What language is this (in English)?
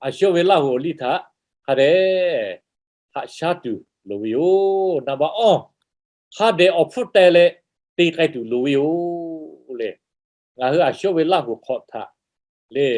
Lahu